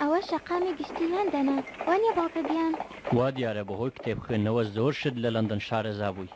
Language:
Central Kurdish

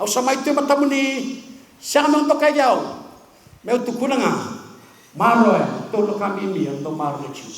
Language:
Fijian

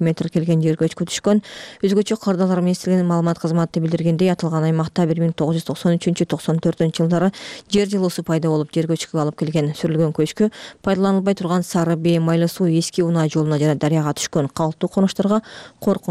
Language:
Kyrgyz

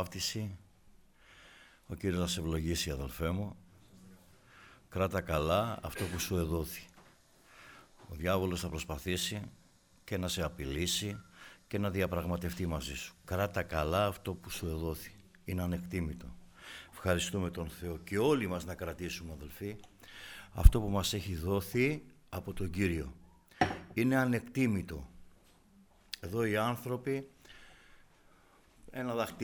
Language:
Greek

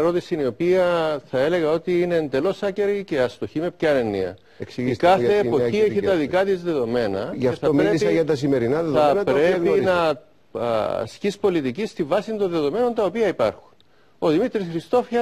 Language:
Greek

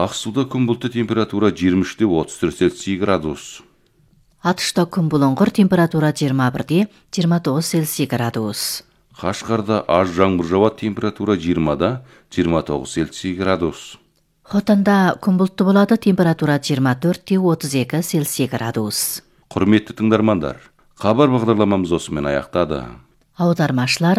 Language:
Kazakh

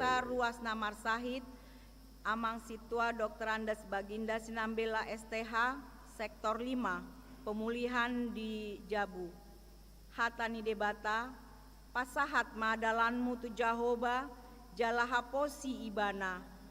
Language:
Batak Toba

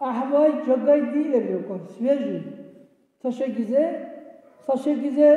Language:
Dargwa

